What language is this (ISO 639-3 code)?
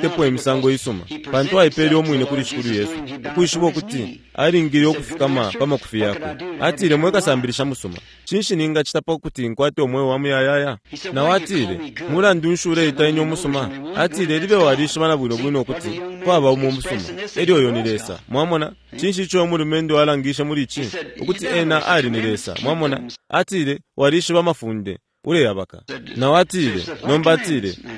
bem